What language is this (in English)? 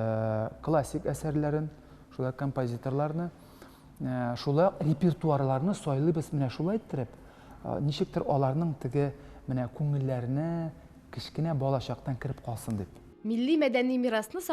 Tatar